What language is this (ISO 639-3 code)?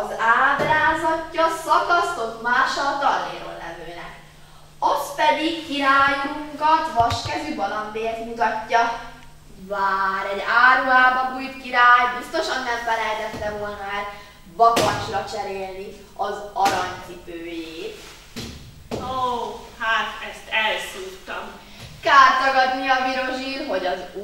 hun